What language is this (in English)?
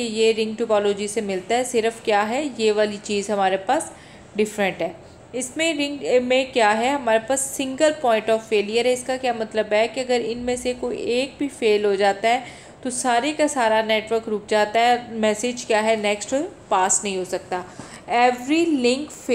Hindi